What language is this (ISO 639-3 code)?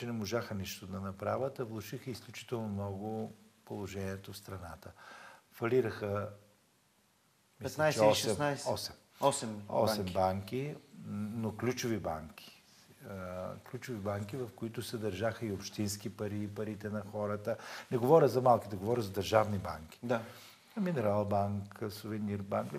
bul